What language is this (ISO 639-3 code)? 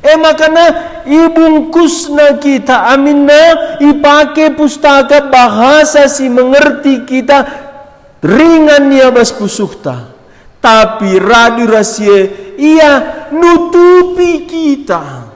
btx